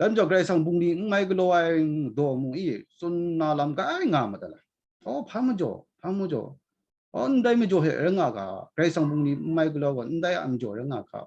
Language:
Kachin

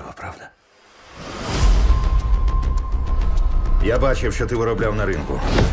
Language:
Ukrainian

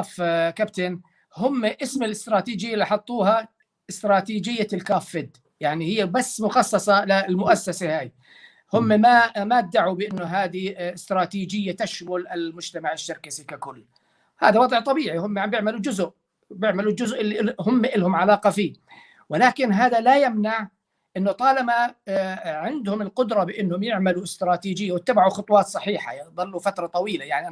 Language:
North Levantine Arabic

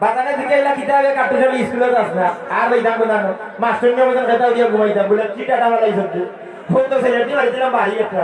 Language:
Sylheti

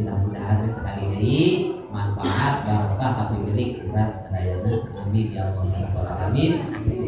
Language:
Sundanese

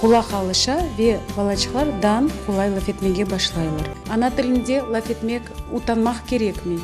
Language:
Crimean Tatar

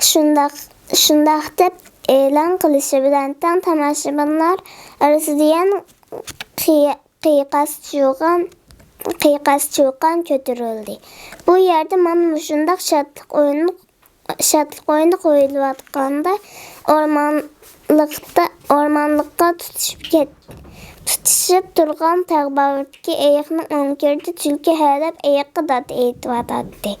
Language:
Uyghur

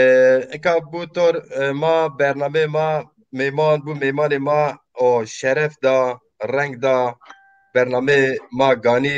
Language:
Zaza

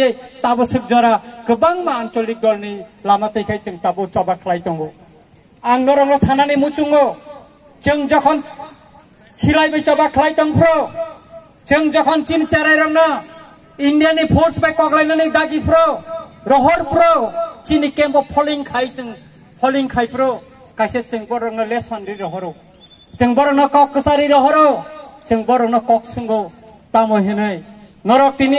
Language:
Kok Borok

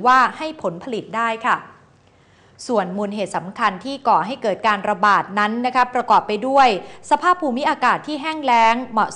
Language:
Thai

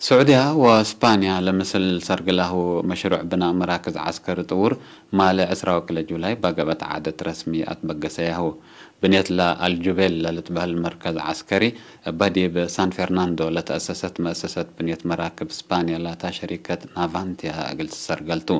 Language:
Tigre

